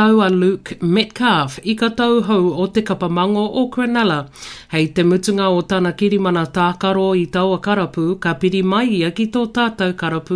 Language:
Māori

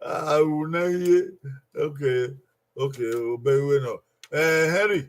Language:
Bini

